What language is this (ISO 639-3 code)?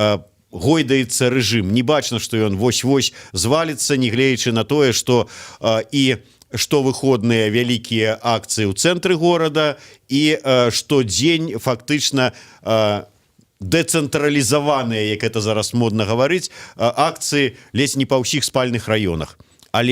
bel